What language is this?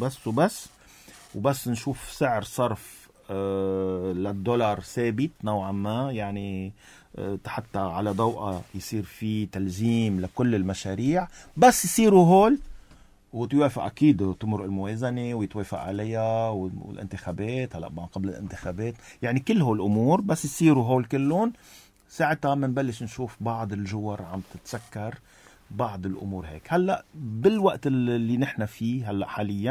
North Levantine Arabic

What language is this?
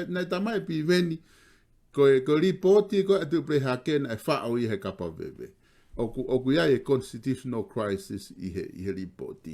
Tongan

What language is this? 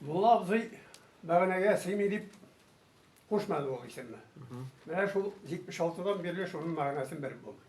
Tatar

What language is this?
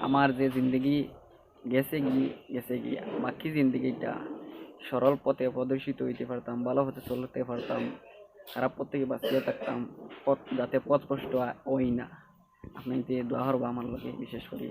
Sylheti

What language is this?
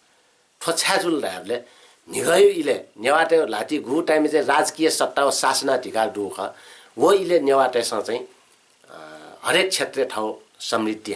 Newari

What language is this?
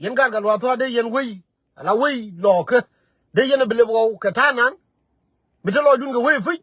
Nuer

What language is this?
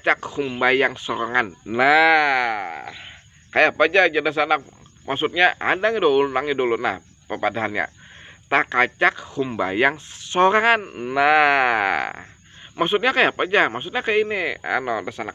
Banjar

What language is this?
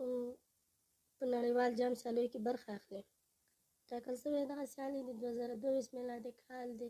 Pashto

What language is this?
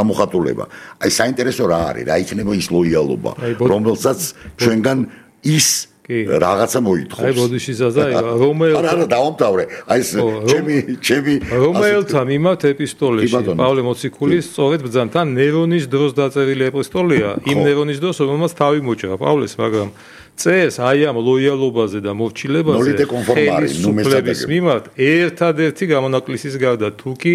Georgian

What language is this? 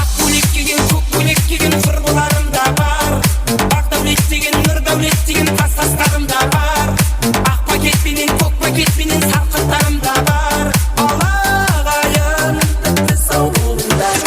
Kara-Kalpak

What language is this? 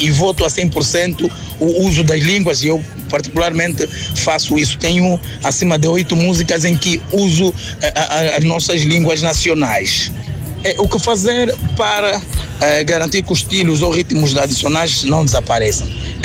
Portuguese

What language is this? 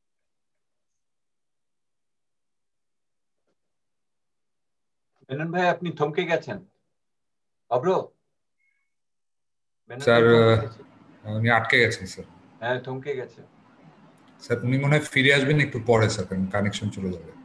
Bangla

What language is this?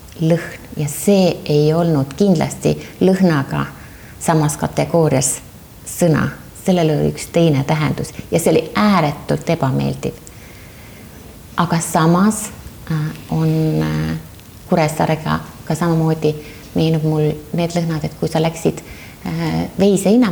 Estonian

